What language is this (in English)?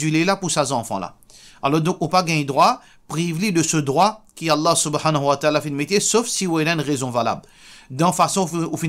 Morisyen